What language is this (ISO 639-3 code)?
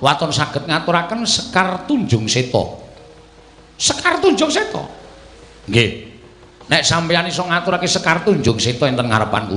jav